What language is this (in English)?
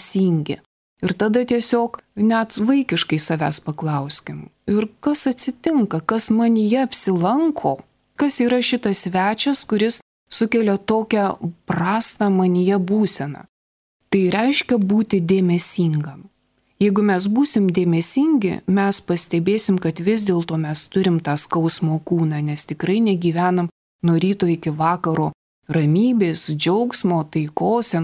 Lithuanian